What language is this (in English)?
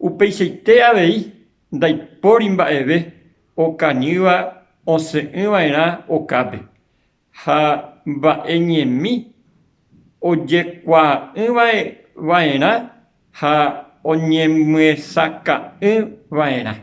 Guarani